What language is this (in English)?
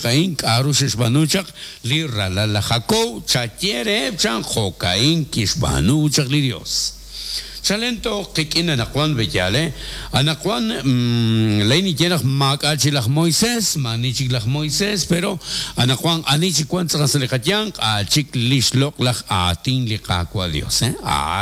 Kekchí